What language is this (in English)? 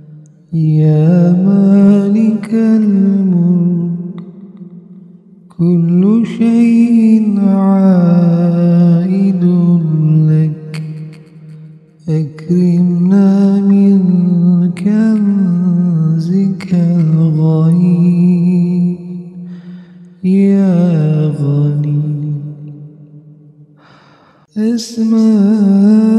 Arabic